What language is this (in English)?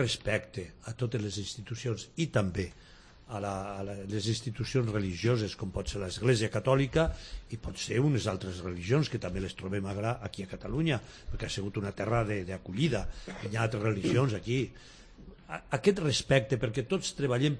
Catalan